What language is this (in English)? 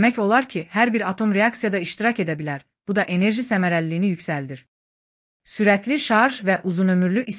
Azerbaijani